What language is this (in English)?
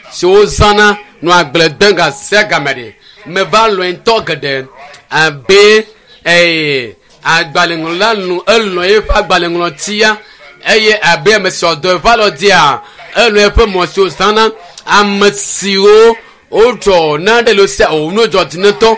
Ewe